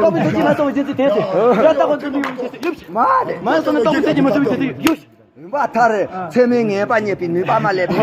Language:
Tibetan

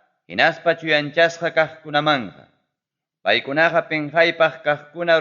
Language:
Ayacucho Quechua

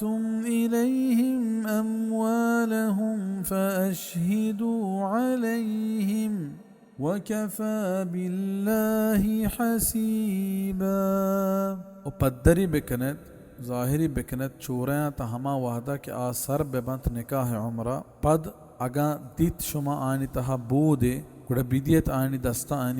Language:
Baluchi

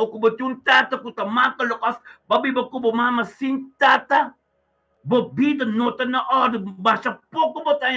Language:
Papiamento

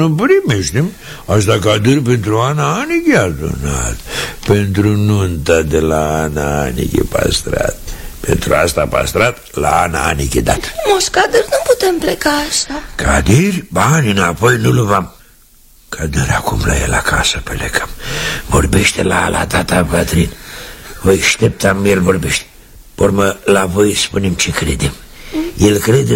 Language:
Romanian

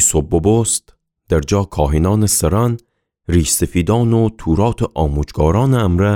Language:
Gilaki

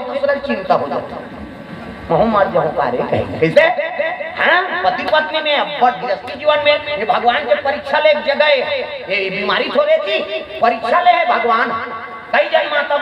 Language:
Chhattisgarhi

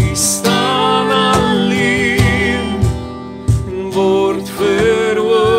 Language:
Afrikaans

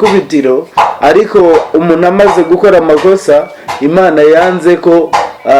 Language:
Kinyarwanda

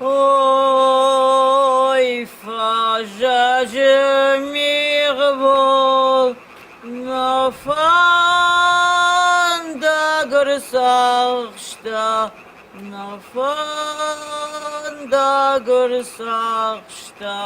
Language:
Ossetic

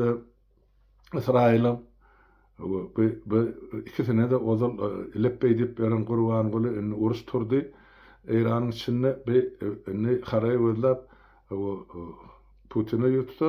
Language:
Turkmen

